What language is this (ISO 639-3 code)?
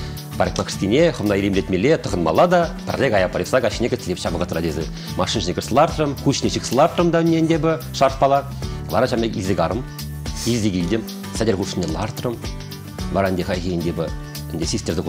chv